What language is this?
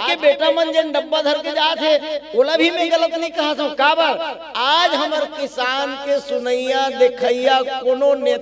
Chhattisgarhi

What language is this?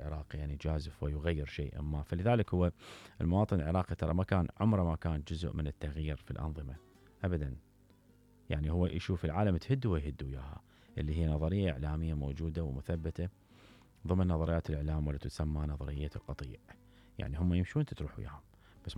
Mesopotamian Arabic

